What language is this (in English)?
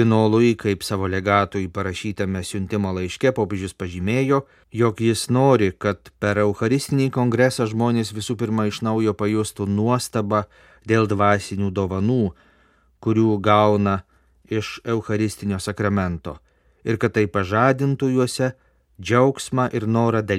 Lithuanian